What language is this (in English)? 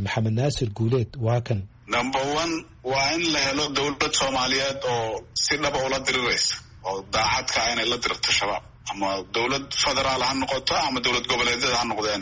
Somali